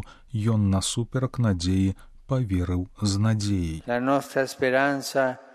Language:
Belarusian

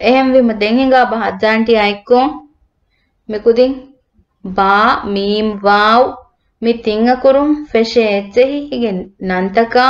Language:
Divehi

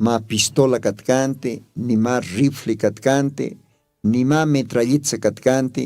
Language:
Aymara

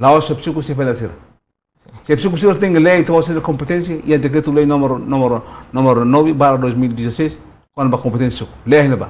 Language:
Tetum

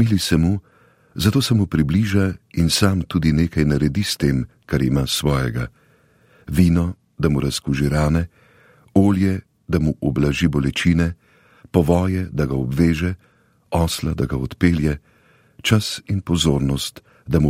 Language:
Slovenian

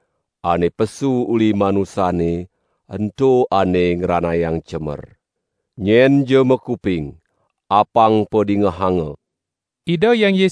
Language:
Balinese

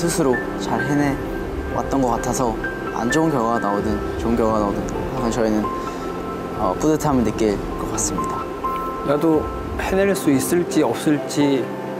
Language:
Korean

